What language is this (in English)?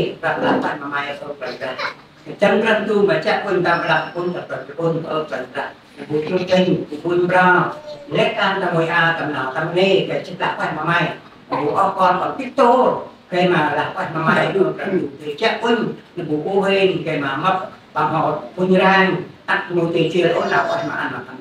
Central Mnong